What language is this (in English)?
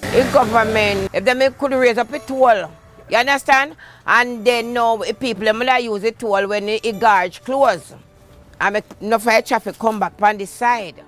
Jamaican Creole English